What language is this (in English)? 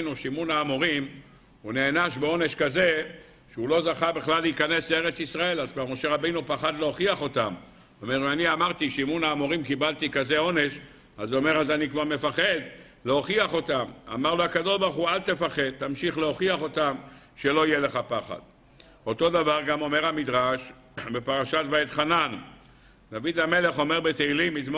Hebrew